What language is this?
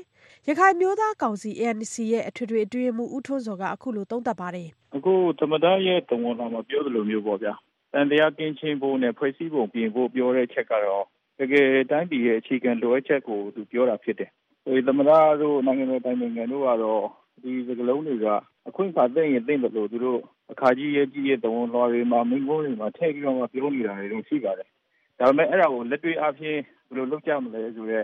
Burmese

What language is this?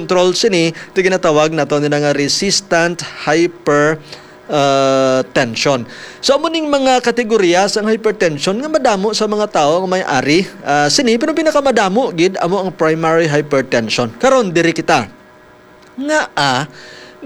Hiligaynon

